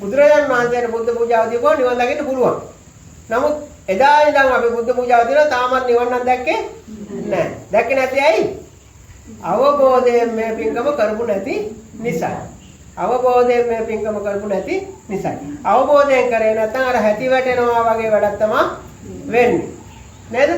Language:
Sinhala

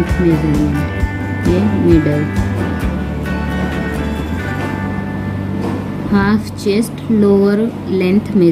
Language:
Hindi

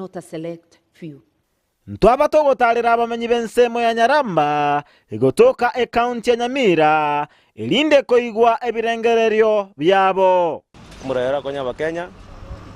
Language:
Gusii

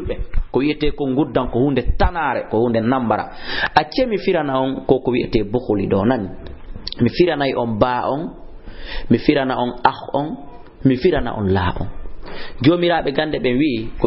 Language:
Fula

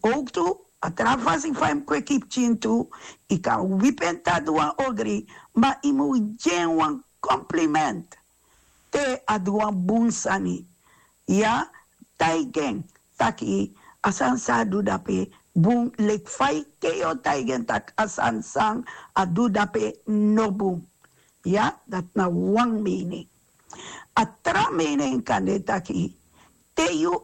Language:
Sranan Tongo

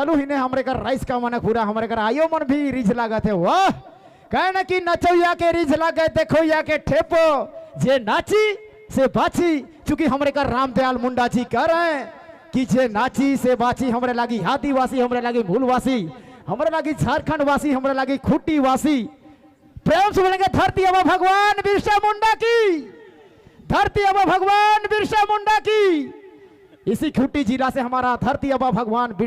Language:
Sadri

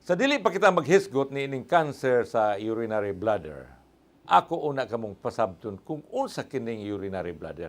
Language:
Cebuano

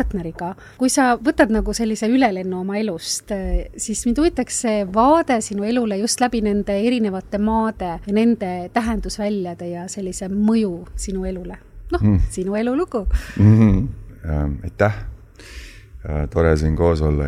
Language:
Estonian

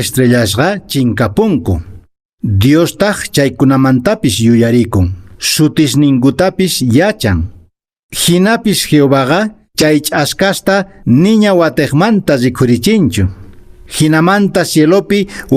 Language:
Quechua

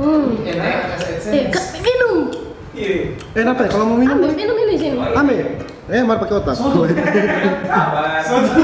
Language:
Manado Malay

